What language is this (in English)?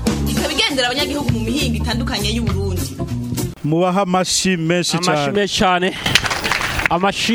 Rundi